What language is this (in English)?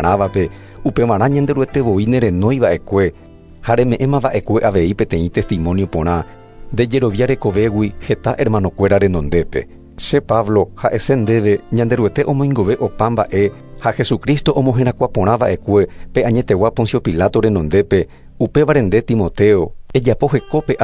Guarani